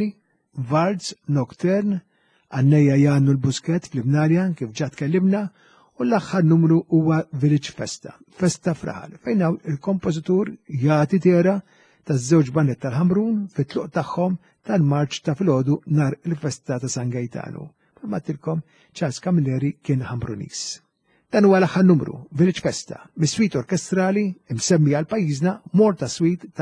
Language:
Maltese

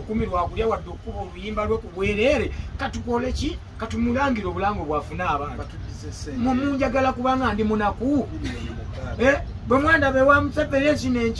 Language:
Ganda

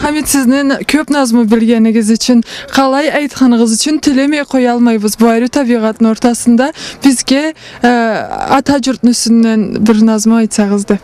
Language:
Karachay-Balkar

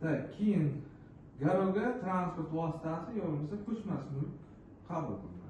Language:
Uzbek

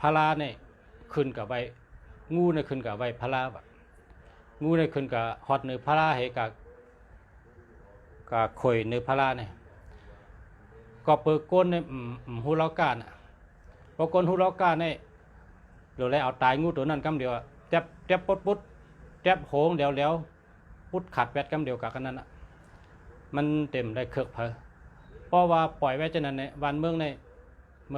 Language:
Shan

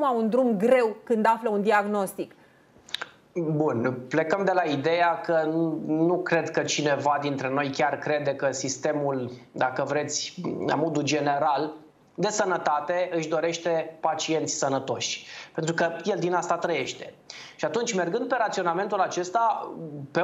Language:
Romanian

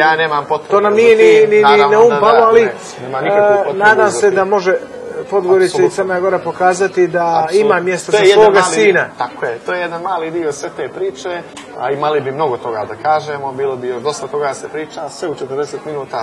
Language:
Serbian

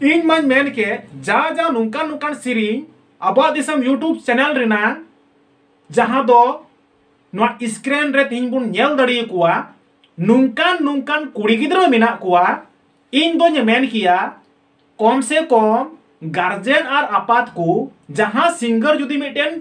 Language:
Santali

